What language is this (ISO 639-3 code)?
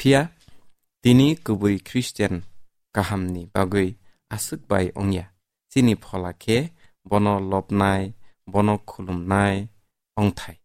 trp